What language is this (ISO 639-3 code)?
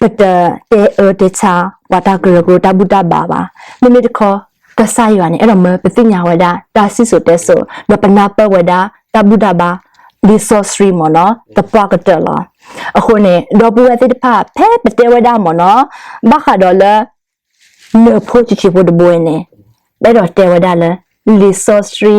ksw